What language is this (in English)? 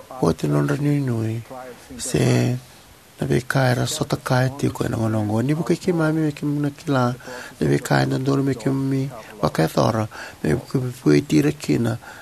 Fijian